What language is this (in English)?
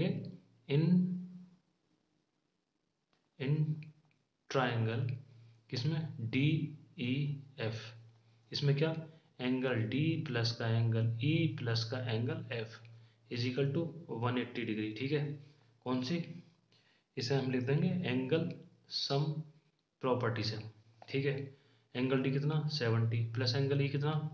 Hindi